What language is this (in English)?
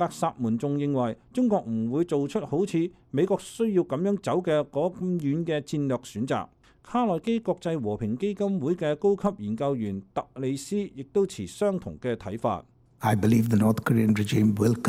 Cantonese